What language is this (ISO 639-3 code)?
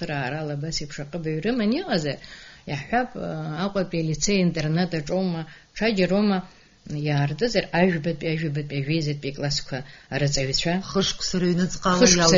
abk